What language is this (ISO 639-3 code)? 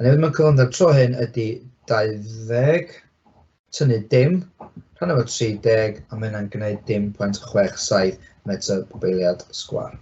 cym